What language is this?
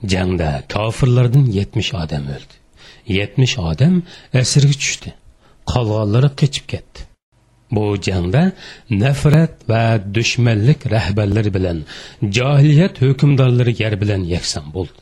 Uyghur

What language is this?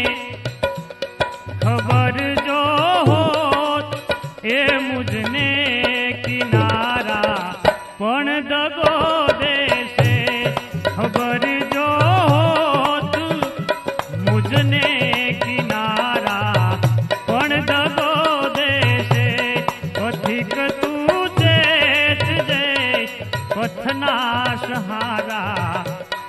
Gujarati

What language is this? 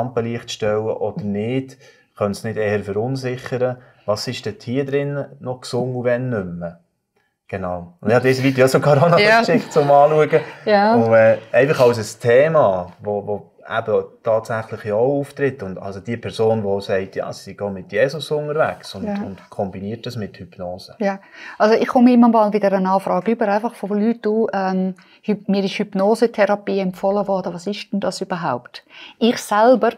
Swiss German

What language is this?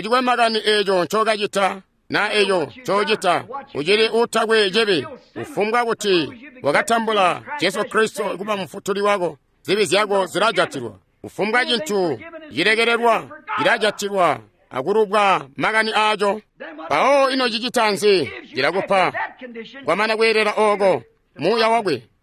Tonga (Zambia)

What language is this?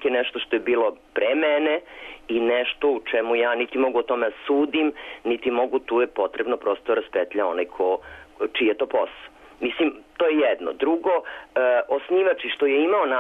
Serbian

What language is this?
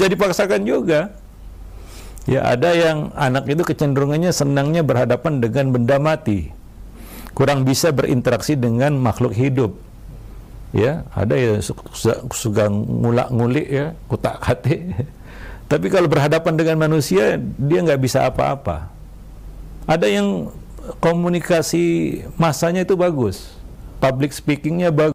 Indonesian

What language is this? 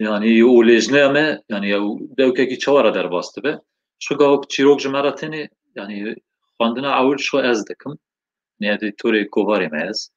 Kurdish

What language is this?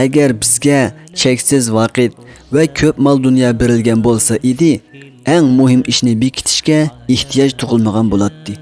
Uyghur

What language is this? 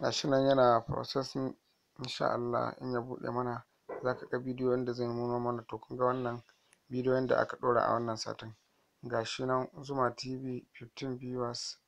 Hausa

